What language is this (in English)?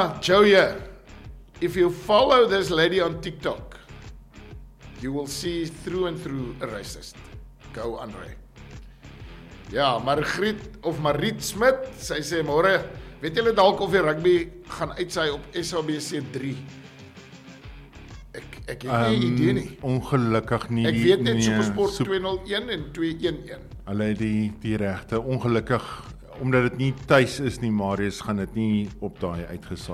Afrikaans